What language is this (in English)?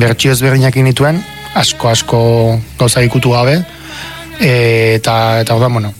Basque